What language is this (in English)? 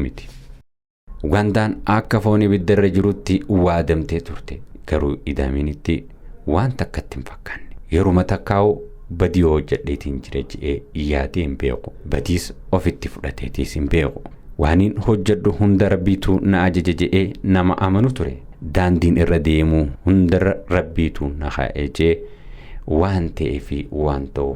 Oromo